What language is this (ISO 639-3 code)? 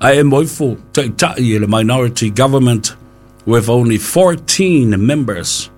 smo